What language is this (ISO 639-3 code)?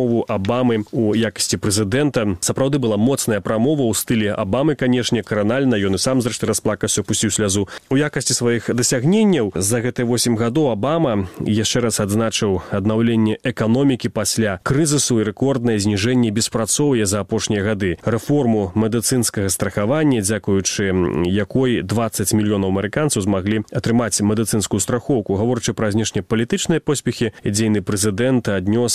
bel